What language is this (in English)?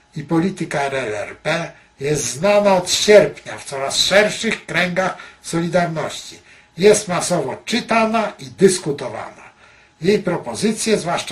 Polish